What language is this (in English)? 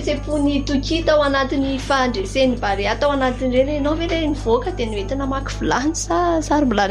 Malagasy